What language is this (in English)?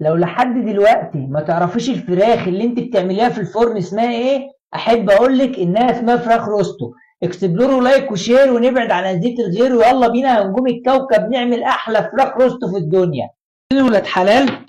Egyptian Arabic